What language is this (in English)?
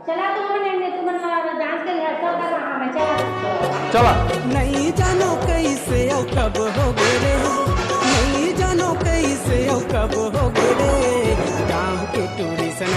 Chhattisgarhi